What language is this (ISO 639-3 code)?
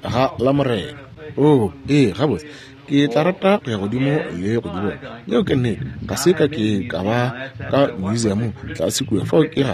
nso